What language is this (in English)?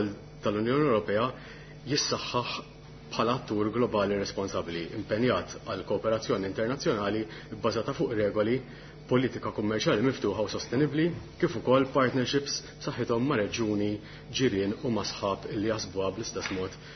Maltese